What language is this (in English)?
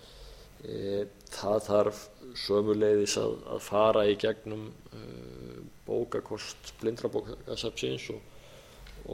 Icelandic